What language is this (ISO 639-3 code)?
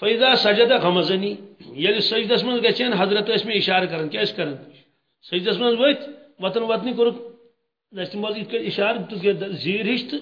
kas